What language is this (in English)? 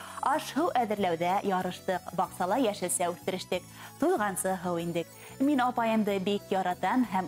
Bashkir